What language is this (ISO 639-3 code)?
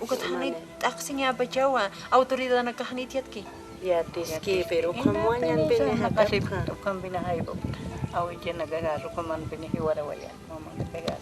aym